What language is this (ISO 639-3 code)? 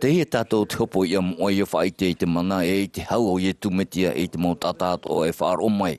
tah